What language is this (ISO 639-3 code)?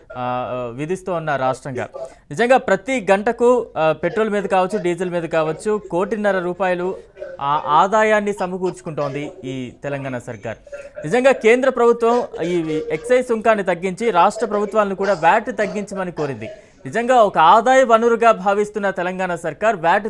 tel